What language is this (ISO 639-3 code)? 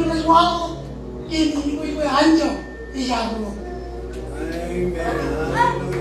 mah